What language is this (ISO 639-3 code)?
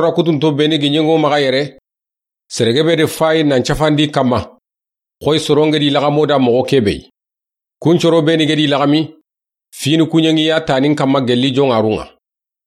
snk